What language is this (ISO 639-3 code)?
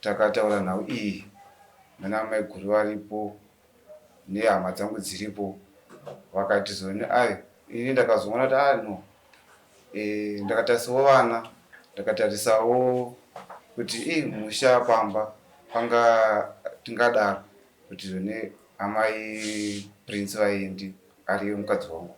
sna